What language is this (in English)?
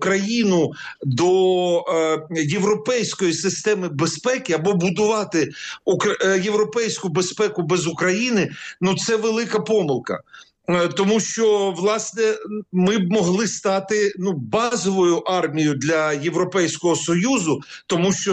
Ukrainian